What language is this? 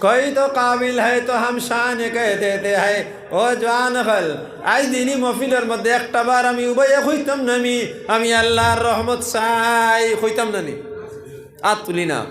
Sylheti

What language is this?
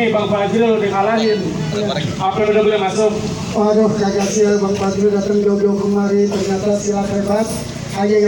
Betawi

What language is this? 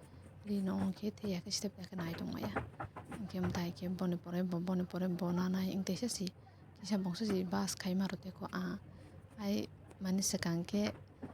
Kok Borok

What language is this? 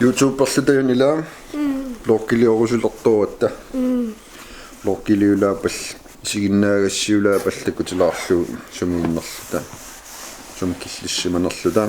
Kalaallisut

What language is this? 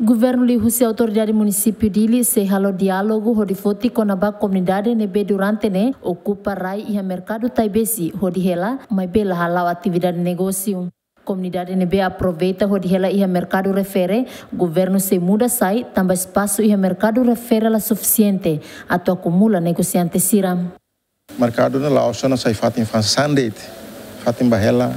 Tetum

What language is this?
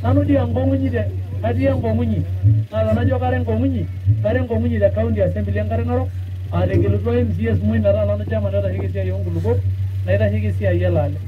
Masai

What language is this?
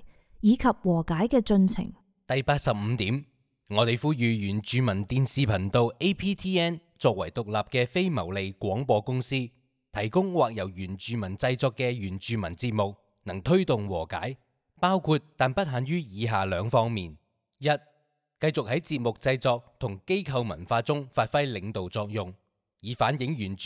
Cantonese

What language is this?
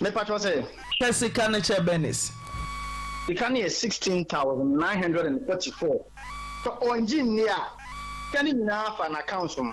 Akan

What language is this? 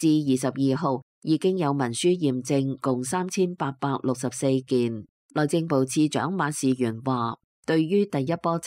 Cantonese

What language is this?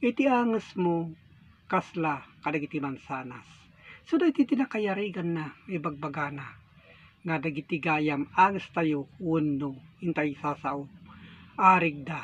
Iloko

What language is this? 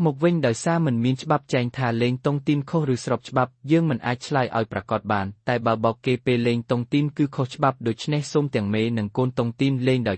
Khmer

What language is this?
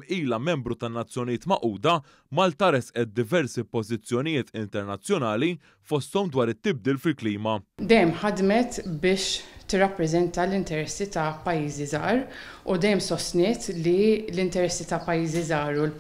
Maltese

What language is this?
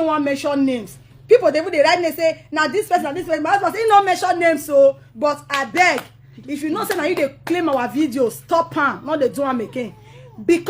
Nigerian Pidgin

